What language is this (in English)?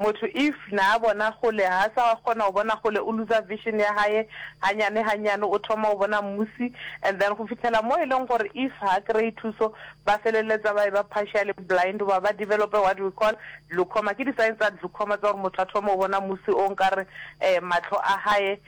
Northern Sotho